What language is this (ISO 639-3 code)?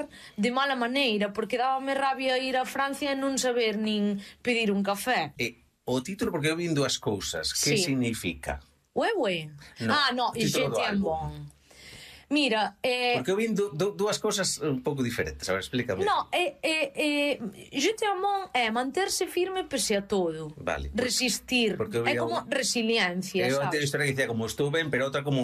glg